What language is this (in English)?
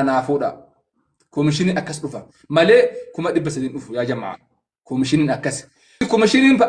Oromo